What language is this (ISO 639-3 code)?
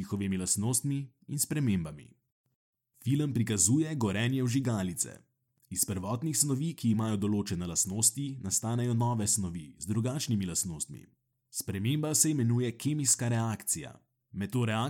slv